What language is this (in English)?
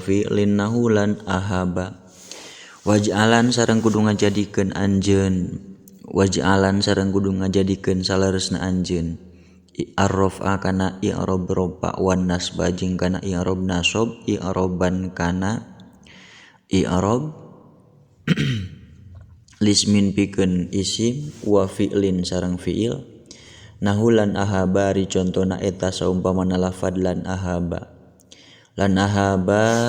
Sundanese